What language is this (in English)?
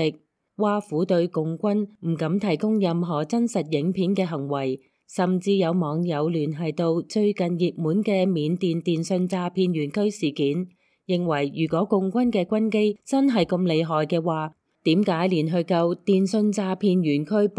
Cantonese